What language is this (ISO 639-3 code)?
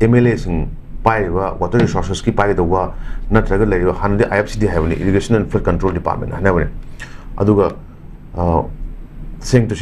mni